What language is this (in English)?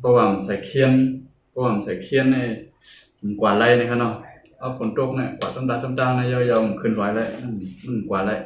Shan